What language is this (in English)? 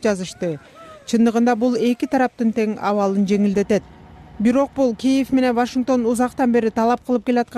Kyrgyz